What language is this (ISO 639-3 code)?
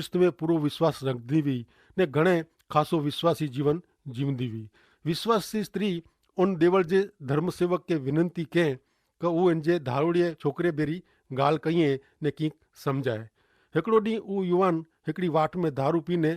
kfr